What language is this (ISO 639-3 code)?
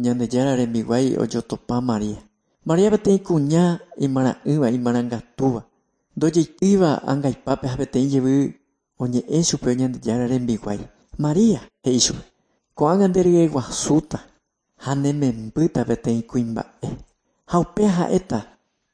grn